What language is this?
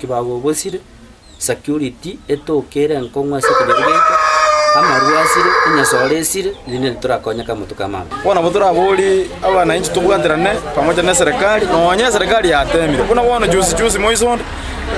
Gusii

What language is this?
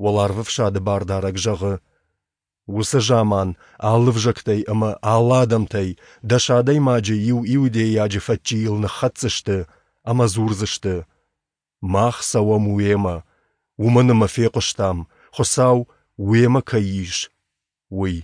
Ossetic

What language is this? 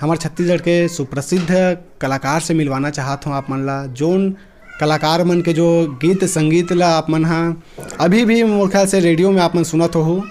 Chhattisgarhi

